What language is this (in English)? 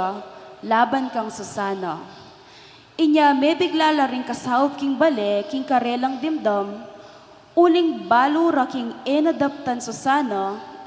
Pampanga